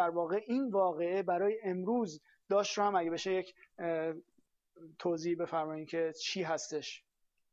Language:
Persian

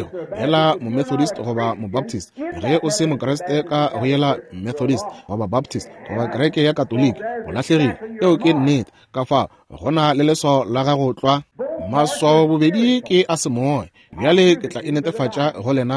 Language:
Northern Sotho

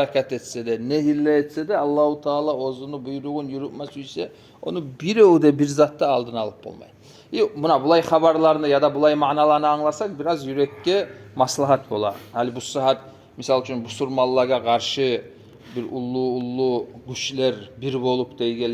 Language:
Kumyk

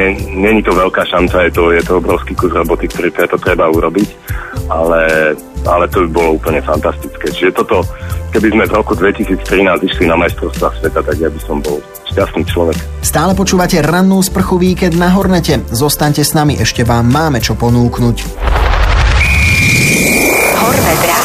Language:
Slovak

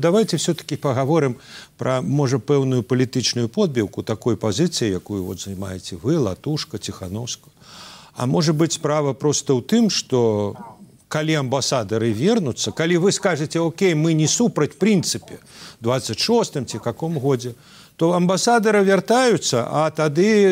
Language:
Belarusian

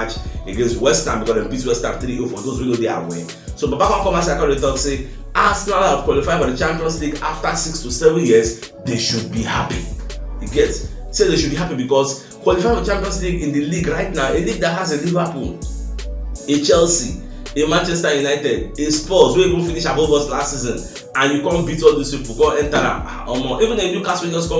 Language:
Nigerian Pidgin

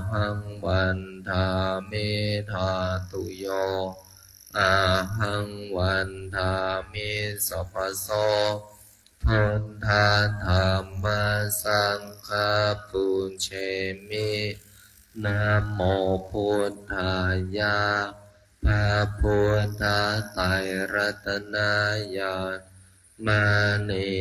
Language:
Pali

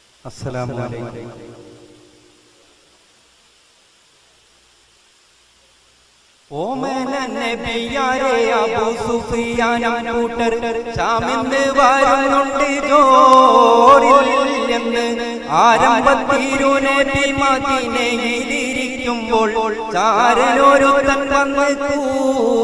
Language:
Malayalam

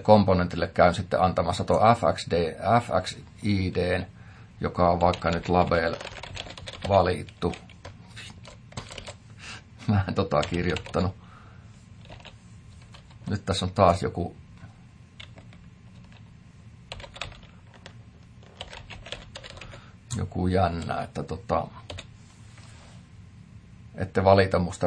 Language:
Finnish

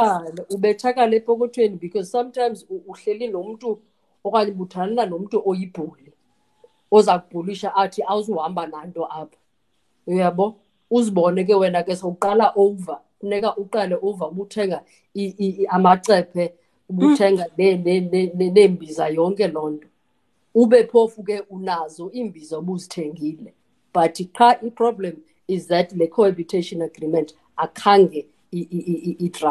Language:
Xhosa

